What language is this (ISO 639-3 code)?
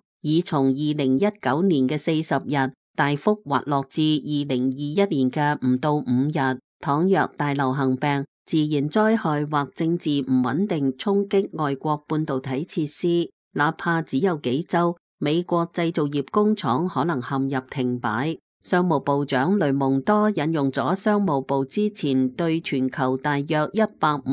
yue